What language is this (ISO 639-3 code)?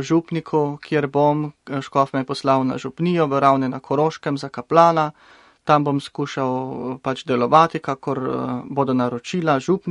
slv